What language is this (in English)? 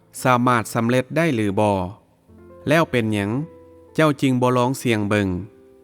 Lao